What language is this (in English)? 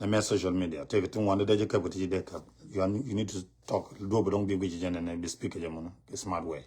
Nuer